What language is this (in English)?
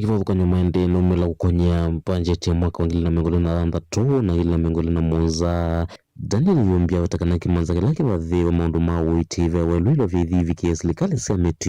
Kamba